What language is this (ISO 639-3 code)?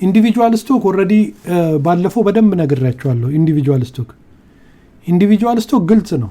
amh